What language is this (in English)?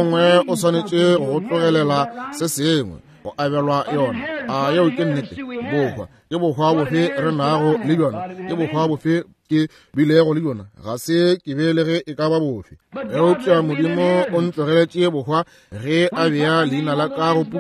Northern Sotho